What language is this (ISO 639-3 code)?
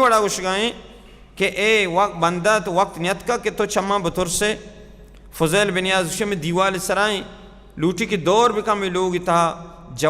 bal